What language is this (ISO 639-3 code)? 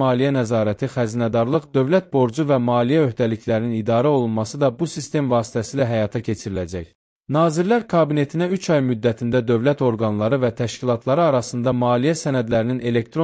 aze